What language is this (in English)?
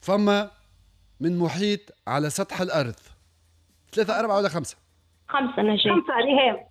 Tunisian Arabic